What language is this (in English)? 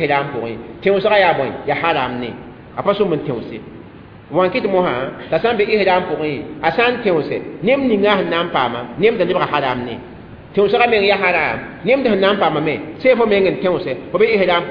Mossi